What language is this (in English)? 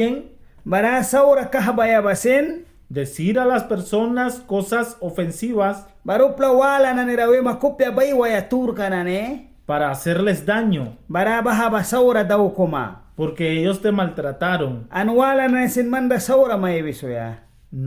Mískito